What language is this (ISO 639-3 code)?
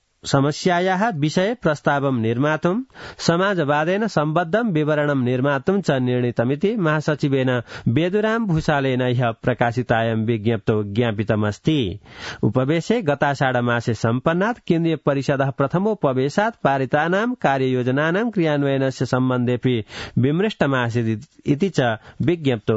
san